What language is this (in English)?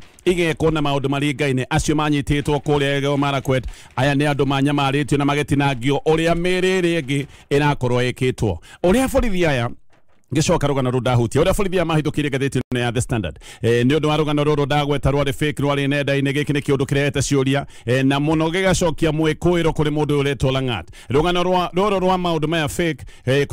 Kikuyu